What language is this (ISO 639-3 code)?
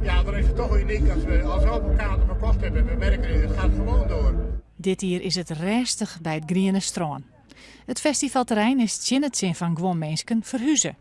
fry